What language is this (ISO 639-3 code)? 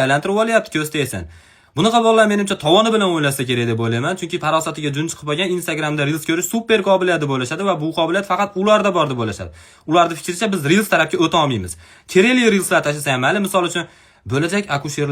uzb